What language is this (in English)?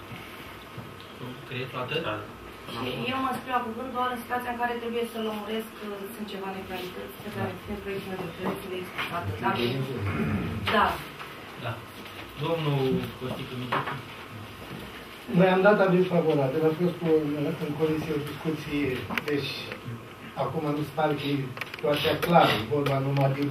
Romanian